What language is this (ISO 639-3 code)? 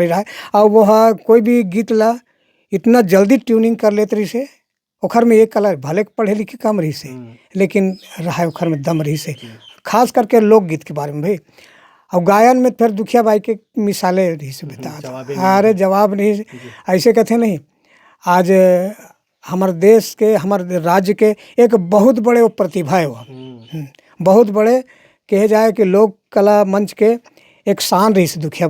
hne